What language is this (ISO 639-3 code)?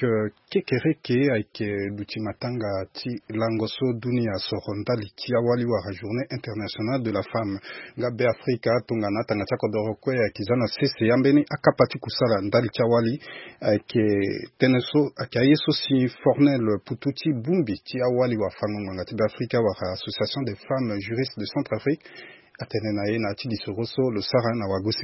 sag